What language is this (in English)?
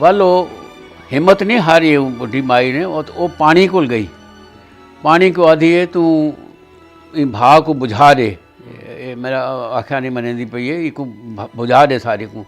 Saraiki